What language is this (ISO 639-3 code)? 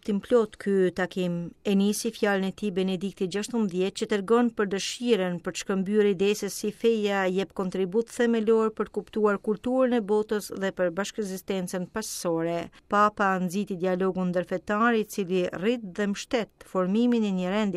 sqi